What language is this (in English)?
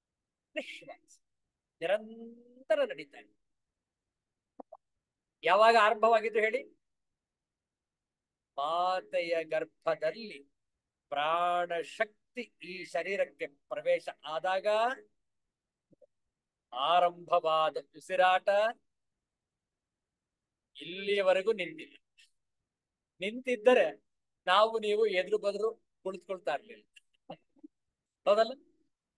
Kannada